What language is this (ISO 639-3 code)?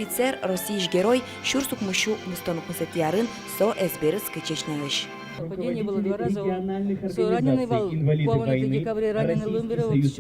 udm